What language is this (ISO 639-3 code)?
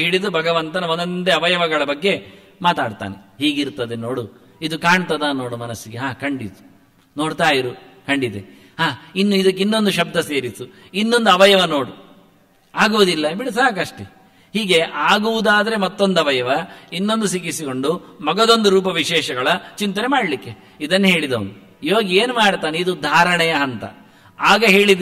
kan